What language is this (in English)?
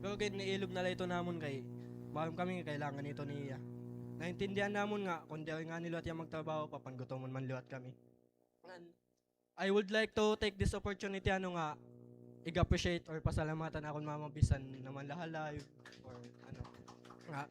Waray